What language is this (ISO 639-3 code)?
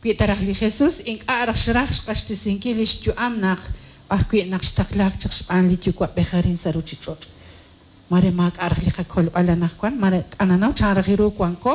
kek